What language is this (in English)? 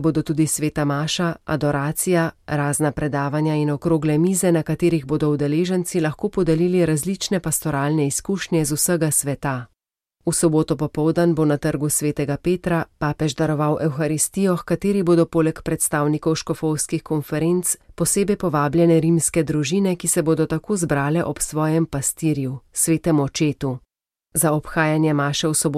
Slovenian